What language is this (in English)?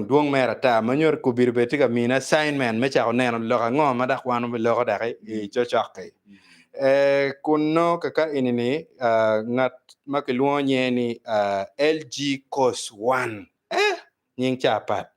Acoli